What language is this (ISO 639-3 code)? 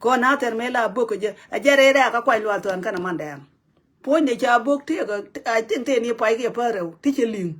nus